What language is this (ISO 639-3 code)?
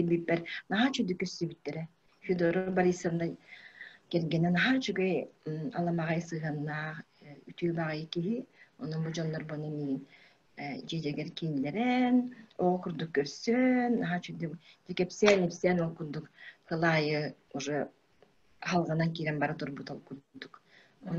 sah